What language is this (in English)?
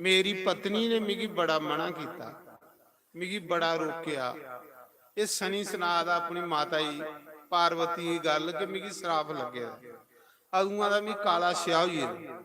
Dogri